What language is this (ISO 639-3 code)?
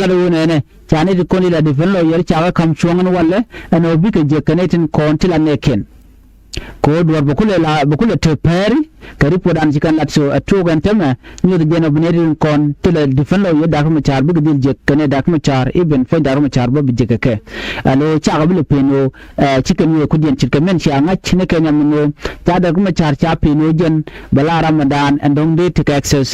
nus